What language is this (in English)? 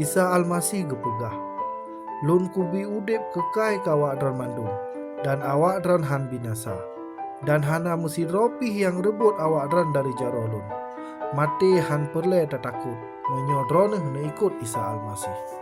Achinese